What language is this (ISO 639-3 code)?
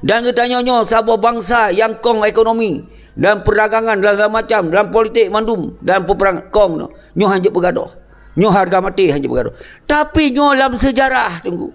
ace